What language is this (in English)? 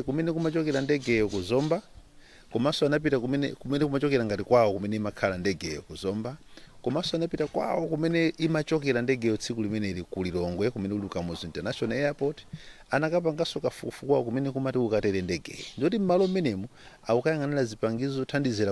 Nyanja